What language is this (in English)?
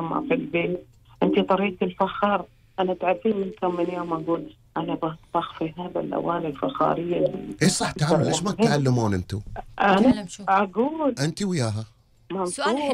Gulf Arabic